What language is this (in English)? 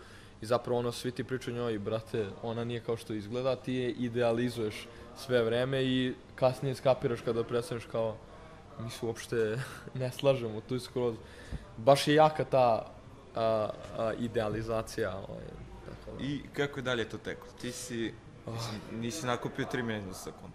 Serbian